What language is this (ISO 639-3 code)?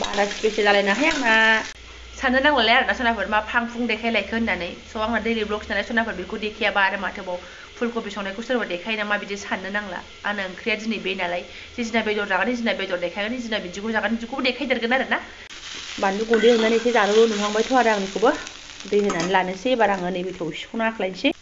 brx